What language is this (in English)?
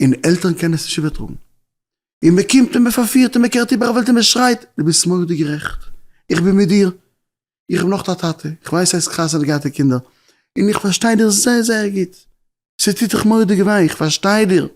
Yiddish